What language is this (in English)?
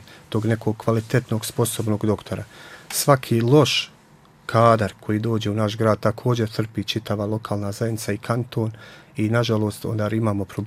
Bosnian